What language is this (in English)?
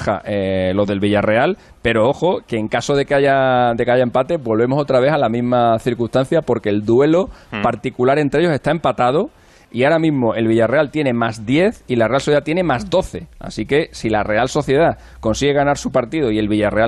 Spanish